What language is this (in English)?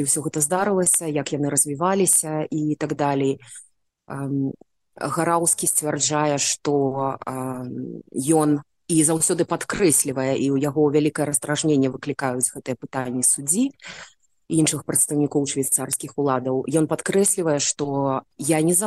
Belarusian